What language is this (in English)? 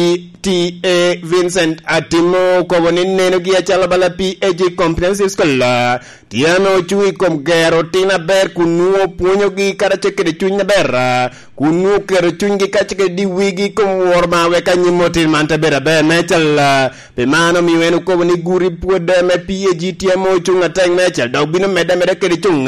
Lango (Uganda)